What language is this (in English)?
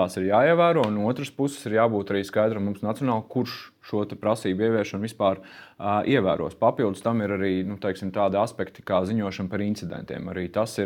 Latvian